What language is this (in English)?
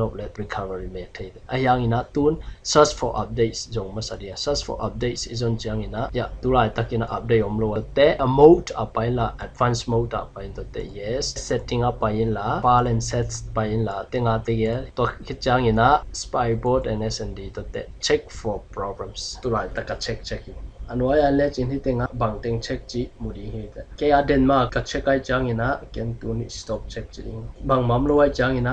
Tedim Chin